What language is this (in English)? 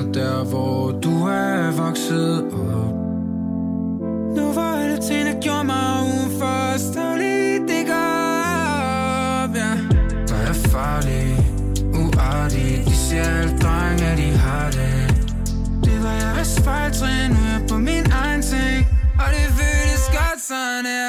Danish